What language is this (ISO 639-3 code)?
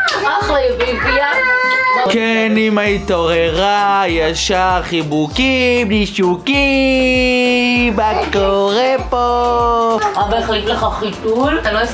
heb